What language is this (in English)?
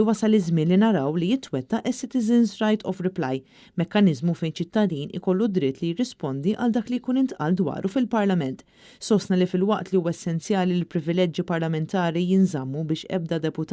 Maltese